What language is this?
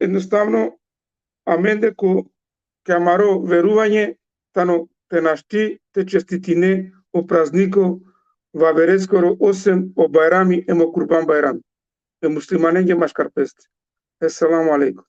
Balkan Romani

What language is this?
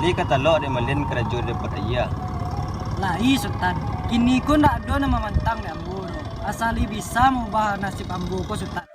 Minangkabau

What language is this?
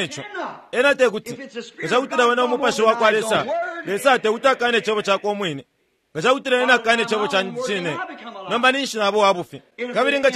Bemba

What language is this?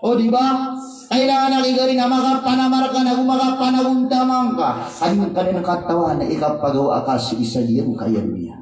Maranao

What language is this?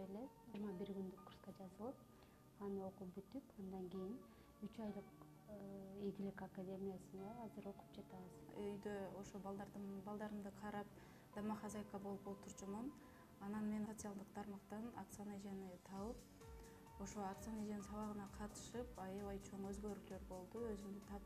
Kyrgyz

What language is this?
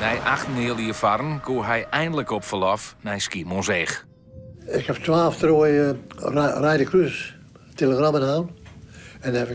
Western Frisian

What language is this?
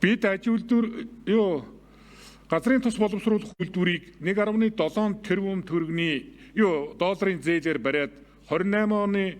Mongolian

